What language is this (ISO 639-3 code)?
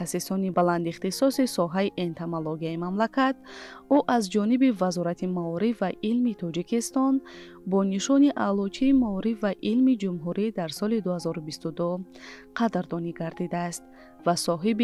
tgk